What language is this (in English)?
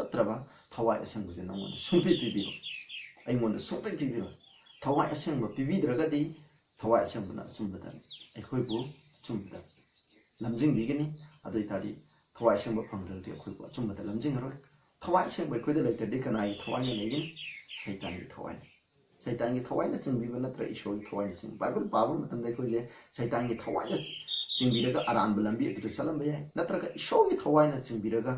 Manipuri